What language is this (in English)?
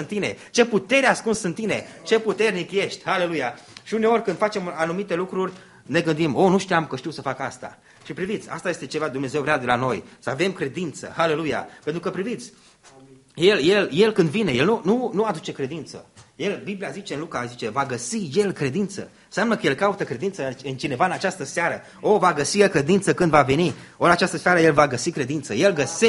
Romanian